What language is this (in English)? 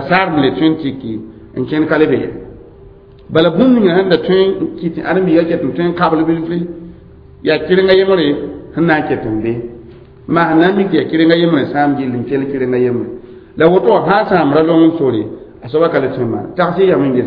Mossi